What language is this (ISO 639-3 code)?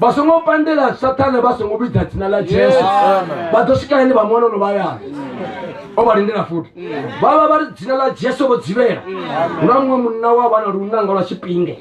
ven